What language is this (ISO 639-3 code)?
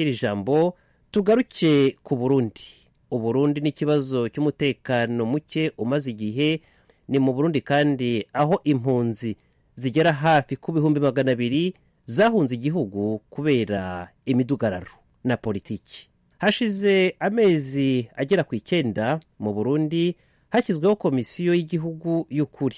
kin